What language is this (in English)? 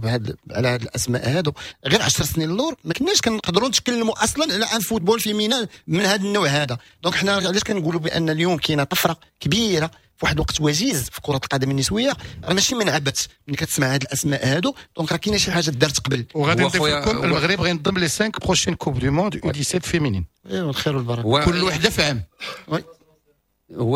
Moroccan Arabic